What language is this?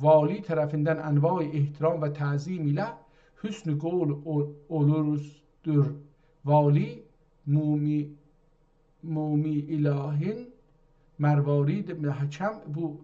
South Azerbaijani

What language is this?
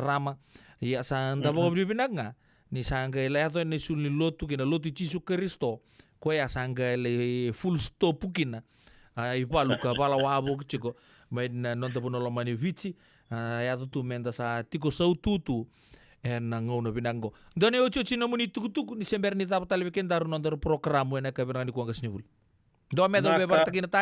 Fijian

